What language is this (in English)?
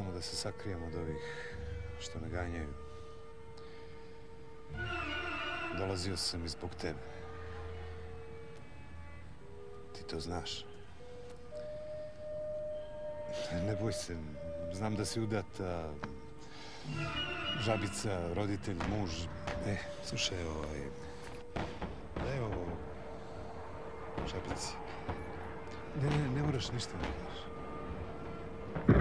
Serbian